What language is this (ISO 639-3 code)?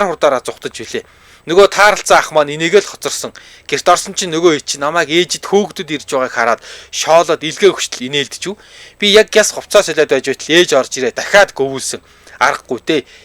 mon